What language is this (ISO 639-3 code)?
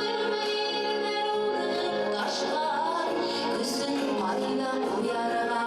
bak